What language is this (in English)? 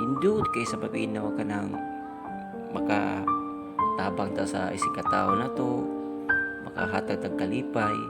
Cebuano